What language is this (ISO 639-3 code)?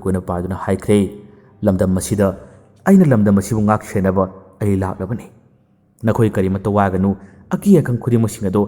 mni